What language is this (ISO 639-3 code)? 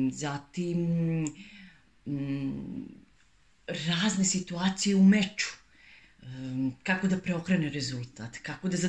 srp